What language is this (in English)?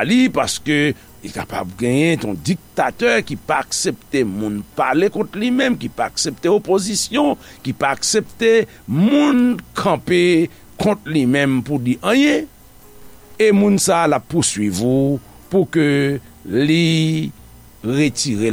Haitian Creole